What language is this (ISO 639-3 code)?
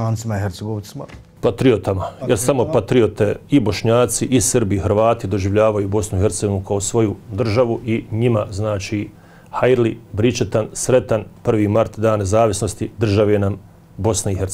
bos